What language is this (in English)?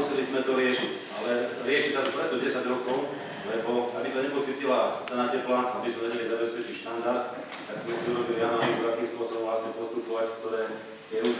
Slovak